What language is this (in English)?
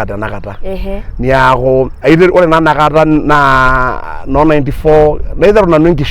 Masai